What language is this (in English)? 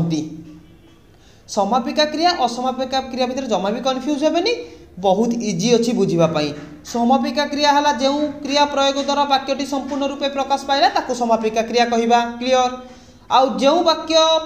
Odia